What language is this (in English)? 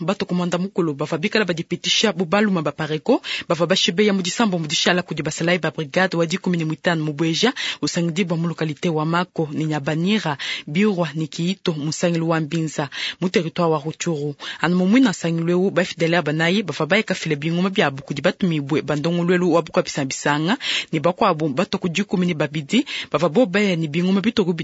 Luba-Lulua